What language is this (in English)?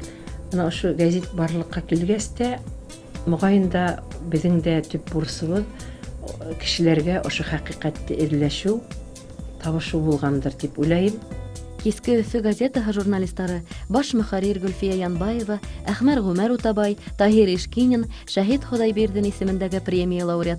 Bashkir